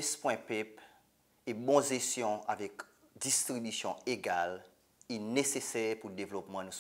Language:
Seselwa Creole French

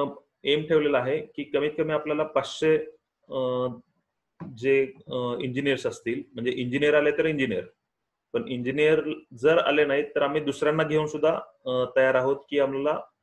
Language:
Marathi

